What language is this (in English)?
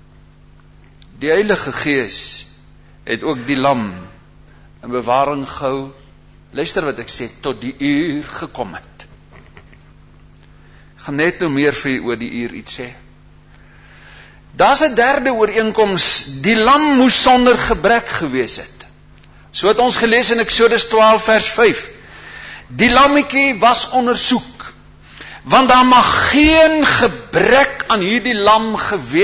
Afrikaans